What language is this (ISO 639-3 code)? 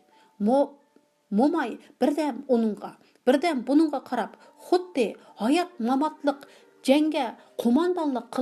uig